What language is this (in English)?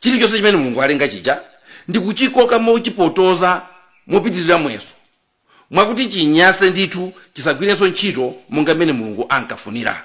Nyanja